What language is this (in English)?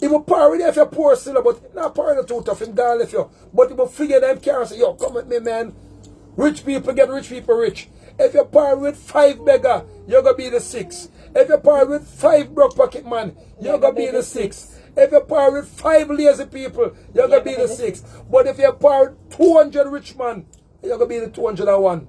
Jamaican Creole English